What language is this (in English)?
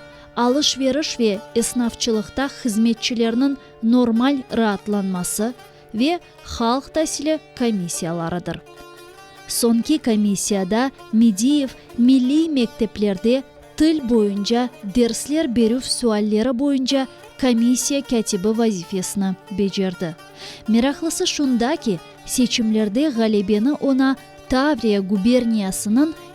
Crimean Tatar